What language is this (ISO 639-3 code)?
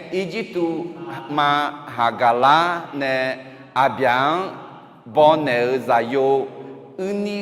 ahk